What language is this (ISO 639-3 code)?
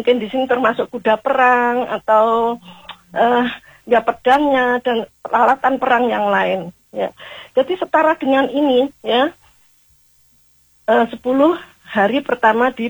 ind